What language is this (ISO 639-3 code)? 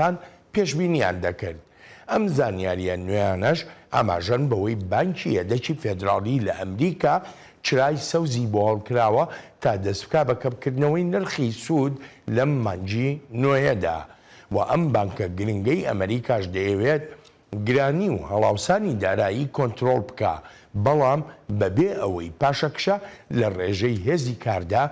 ckb